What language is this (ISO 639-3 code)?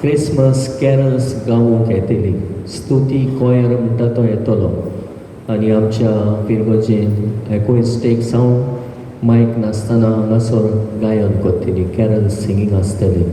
kok